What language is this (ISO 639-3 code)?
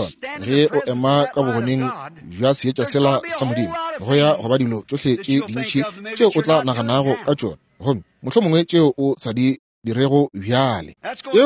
nso